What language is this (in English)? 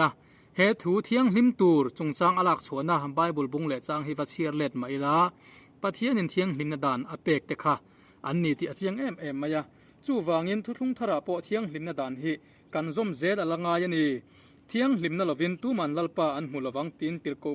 Mizo